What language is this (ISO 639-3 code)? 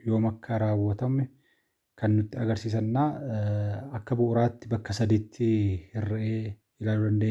orm